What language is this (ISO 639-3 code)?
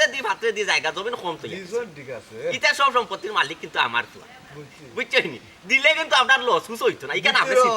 syl